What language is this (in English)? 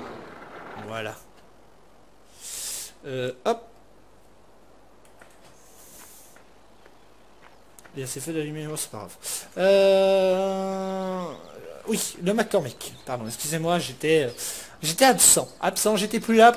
French